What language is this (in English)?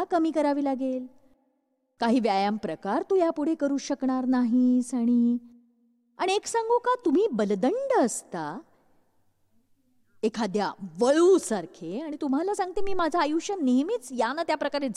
Marathi